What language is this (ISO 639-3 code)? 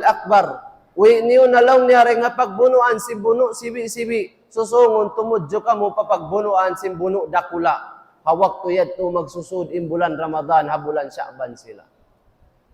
tsg